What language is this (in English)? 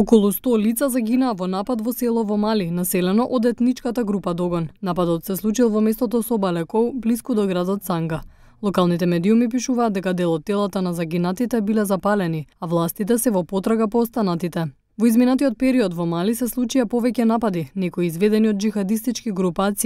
Macedonian